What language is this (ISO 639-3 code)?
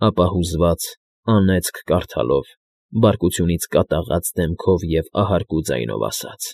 hye